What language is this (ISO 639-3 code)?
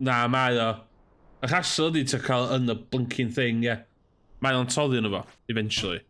cym